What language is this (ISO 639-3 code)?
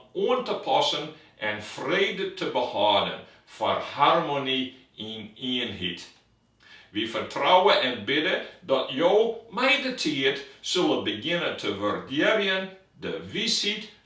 fry